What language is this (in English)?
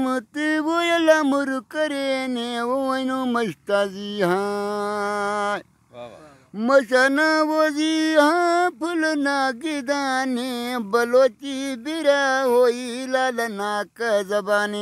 Brahui